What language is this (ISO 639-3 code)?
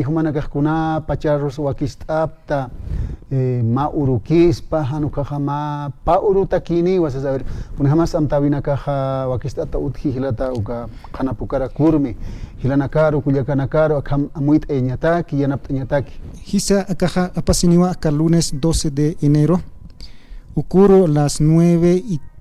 aym